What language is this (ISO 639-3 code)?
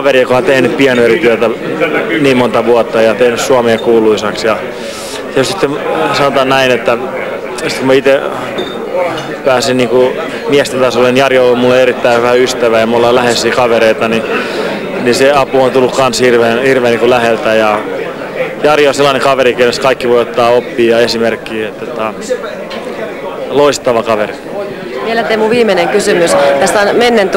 fin